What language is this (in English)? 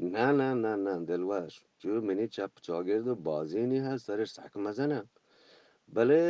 Eastern Balochi